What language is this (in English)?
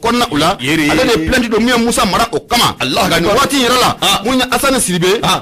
Bambara